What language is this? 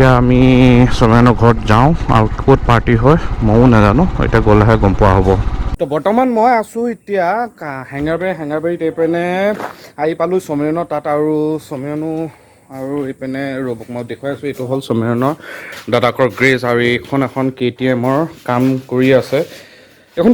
Assamese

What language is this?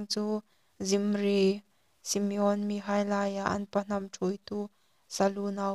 Hmar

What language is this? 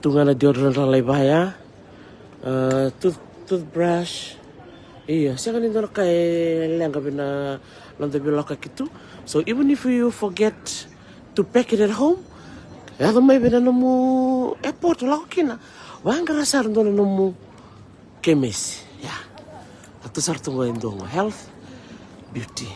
Fijian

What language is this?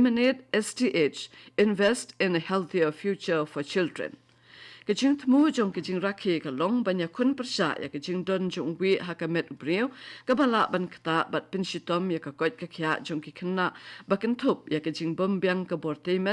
Khasi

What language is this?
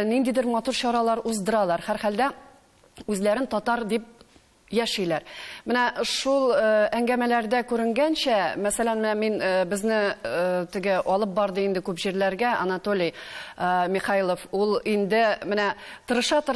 Tatar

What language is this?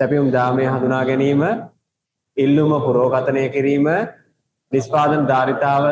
Sinhala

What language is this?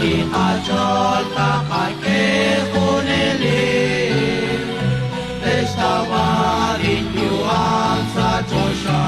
Kekchí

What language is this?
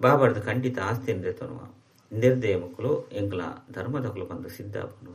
Tulu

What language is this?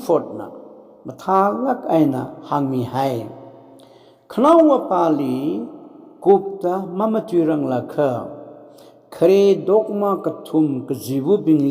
Tangkhul Naga (India)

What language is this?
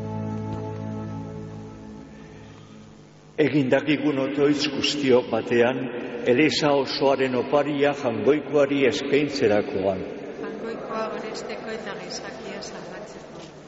Basque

